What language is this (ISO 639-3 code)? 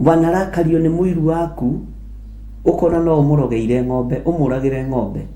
kik